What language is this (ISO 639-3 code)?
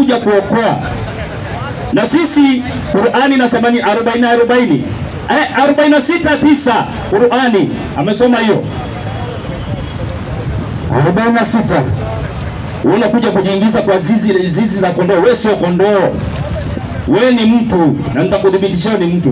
swa